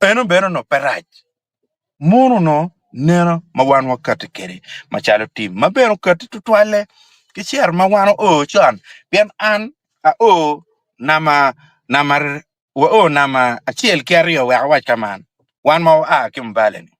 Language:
Acoli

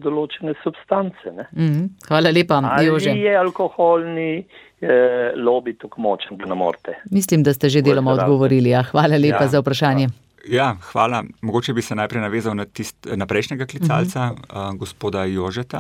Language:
Slovenian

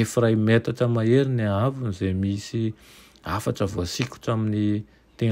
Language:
Malagasy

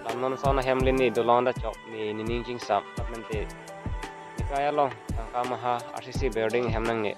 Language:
Karbi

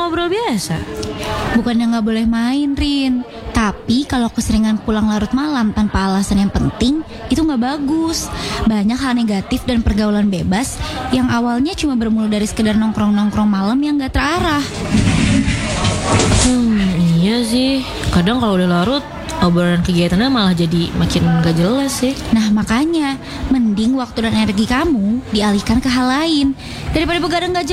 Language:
Indonesian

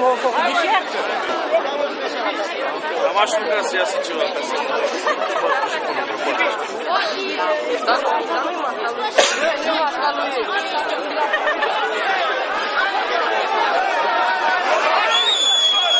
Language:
Romanian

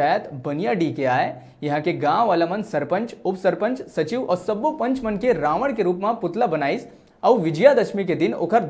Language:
Chhattisgarhi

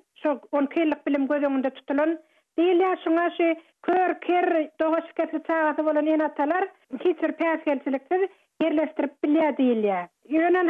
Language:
Turkmen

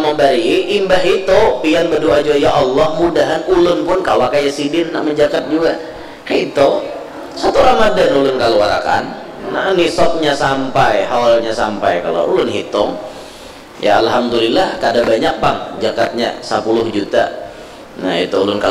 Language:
Banjar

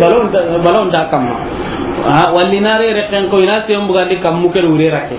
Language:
Soninke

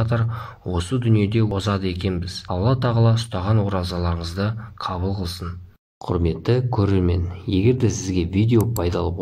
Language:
Kazakh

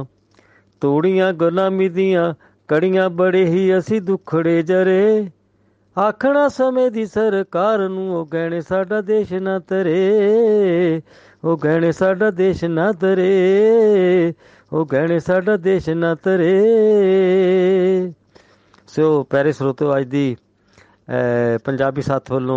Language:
Punjabi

